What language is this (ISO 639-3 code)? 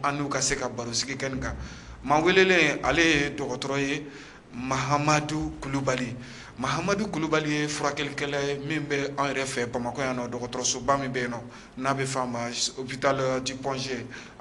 bam